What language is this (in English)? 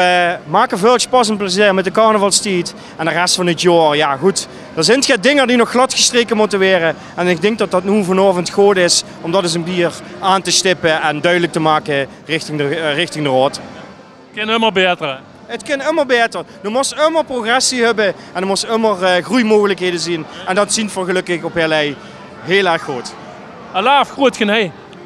Limburgish